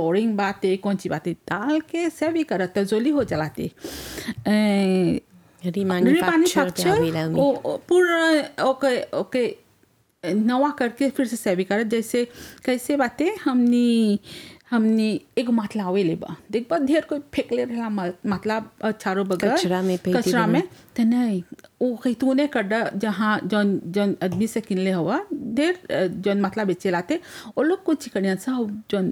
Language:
Bhojpuri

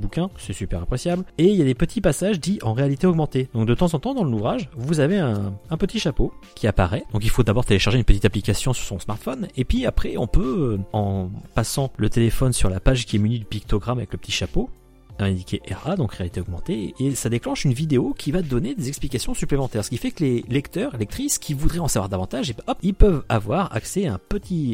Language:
French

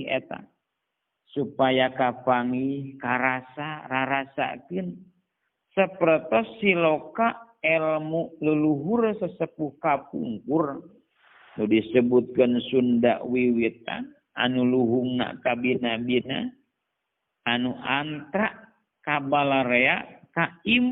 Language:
Sundanese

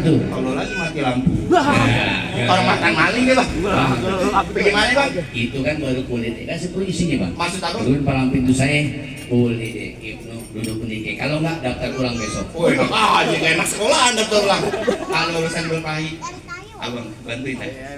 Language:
Betawi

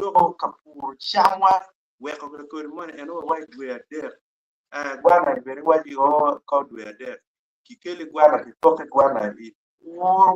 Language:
Acoli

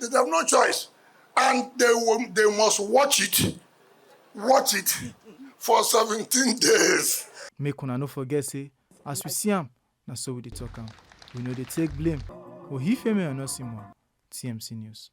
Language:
Nigerian Pidgin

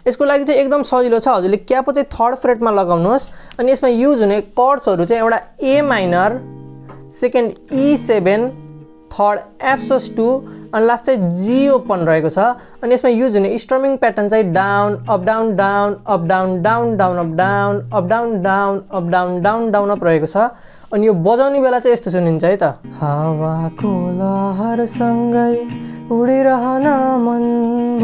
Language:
Nepali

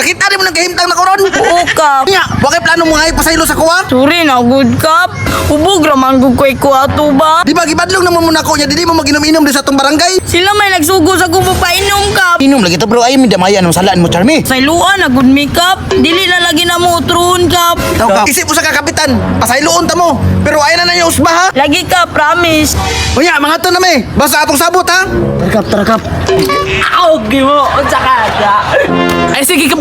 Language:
Cebuano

